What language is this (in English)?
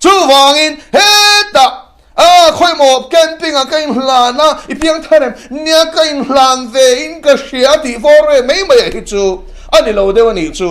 Mizo